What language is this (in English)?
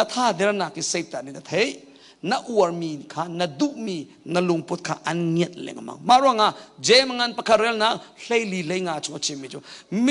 Hakha Chin